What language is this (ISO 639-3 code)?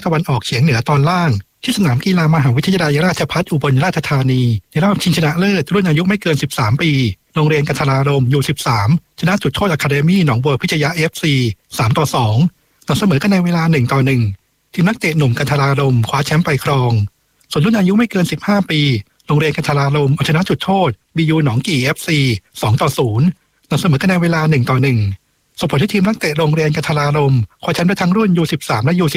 tha